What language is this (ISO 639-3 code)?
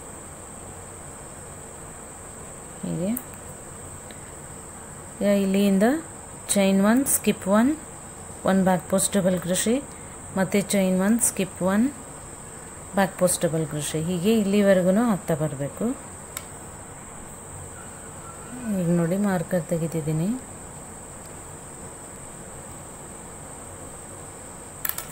kan